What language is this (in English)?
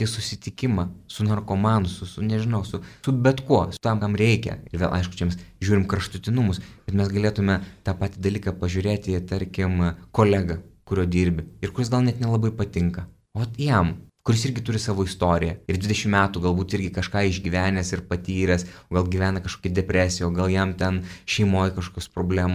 Lithuanian